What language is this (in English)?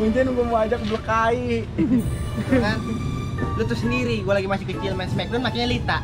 Betawi